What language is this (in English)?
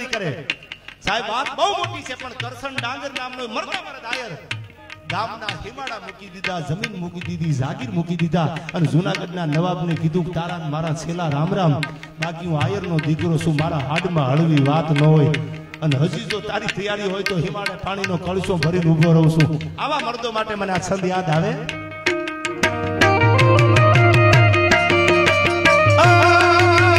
Gujarati